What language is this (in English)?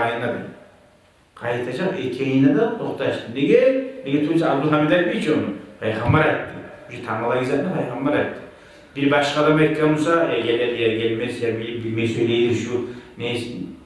Kumyk